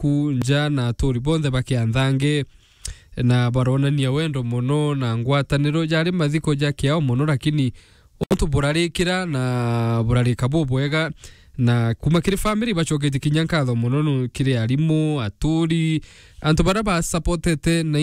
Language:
Meru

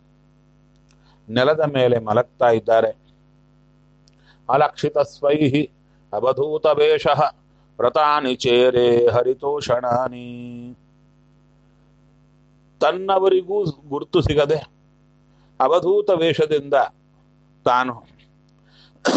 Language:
Kannada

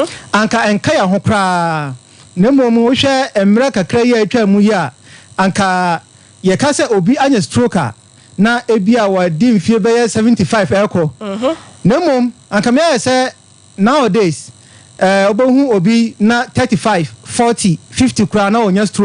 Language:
Akan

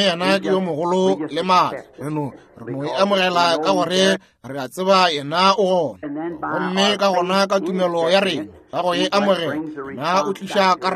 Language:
Northern Sotho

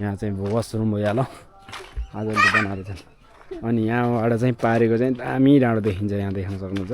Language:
Nepali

